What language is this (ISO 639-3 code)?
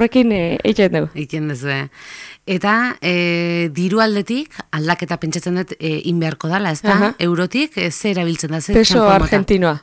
eus